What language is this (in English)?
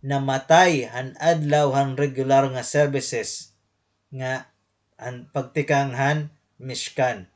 Waray